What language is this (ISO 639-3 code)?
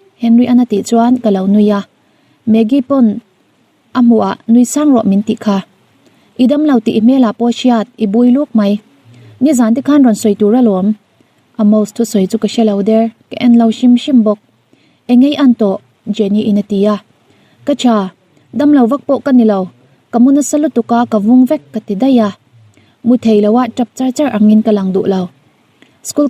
lus